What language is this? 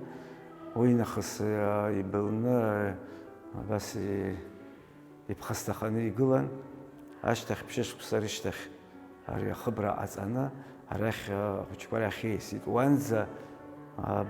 Abkhazian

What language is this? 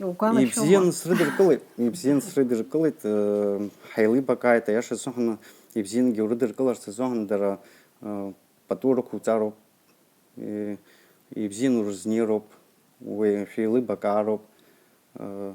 Abkhazian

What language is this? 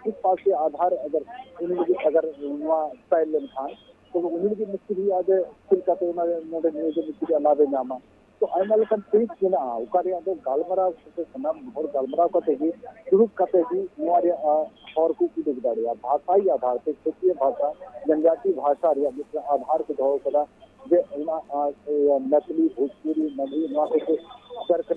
Santali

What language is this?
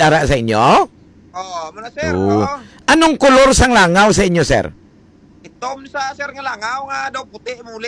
Hiligaynon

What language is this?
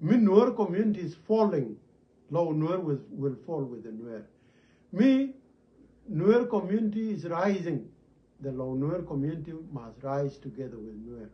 Nuer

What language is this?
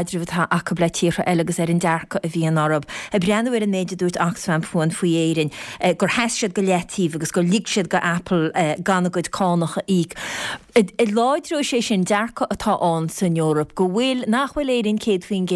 Irish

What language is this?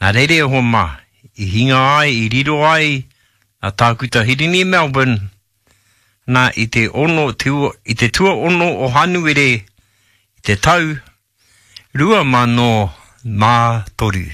Māori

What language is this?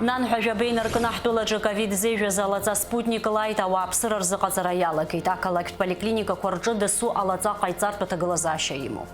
Abkhazian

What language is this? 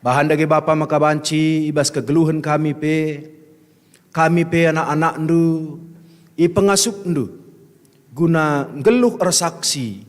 Batak Karo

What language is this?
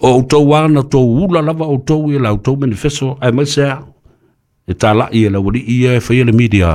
Samoan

